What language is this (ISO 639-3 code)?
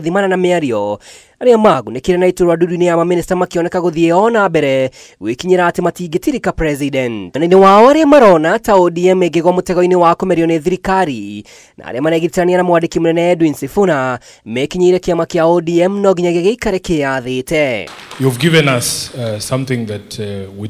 kik